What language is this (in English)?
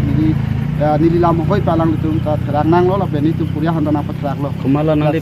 Karbi